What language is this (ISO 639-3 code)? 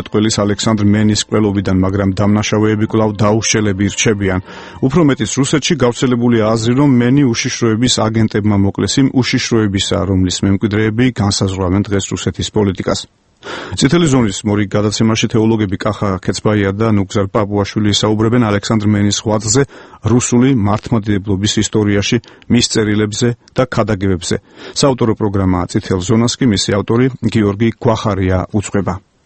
kat